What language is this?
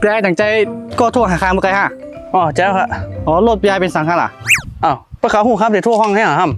Shan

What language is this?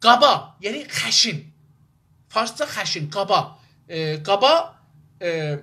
South Azerbaijani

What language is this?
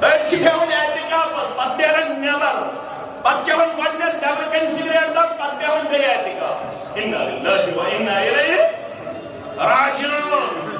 Kashmiri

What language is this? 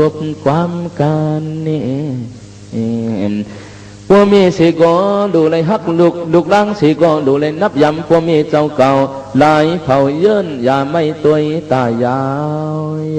Shan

